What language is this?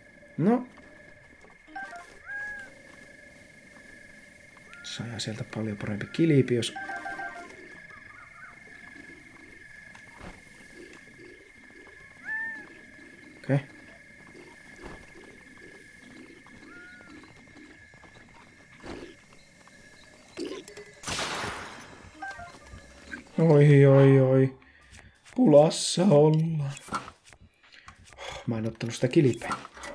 Finnish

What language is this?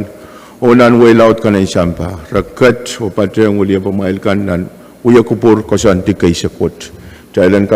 Pohnpeian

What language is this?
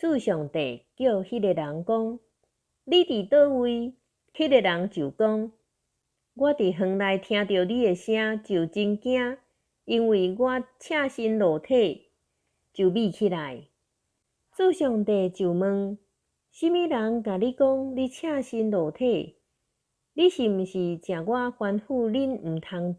Min Nan Chinese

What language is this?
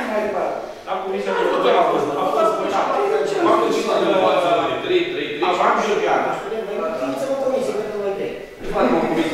Romanian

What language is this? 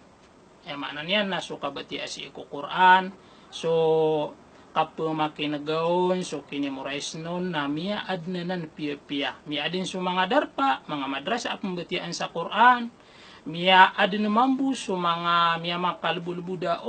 Maranao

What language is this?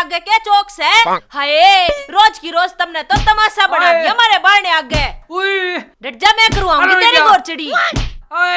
Haryanvi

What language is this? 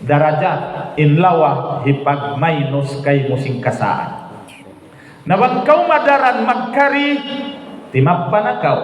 Tausug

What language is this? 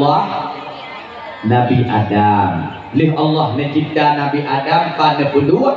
Achinese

